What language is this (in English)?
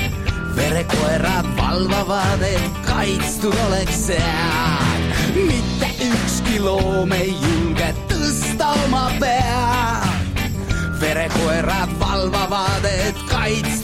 Estonian